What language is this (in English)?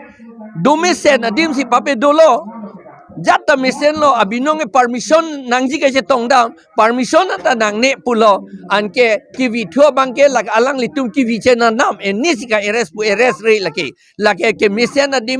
Karbi